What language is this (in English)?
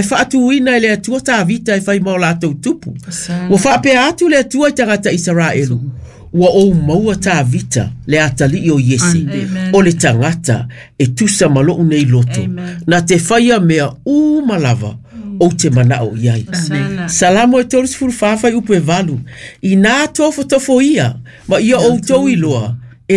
Samoan